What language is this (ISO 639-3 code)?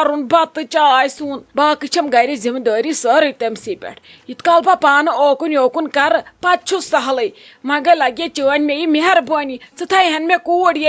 kas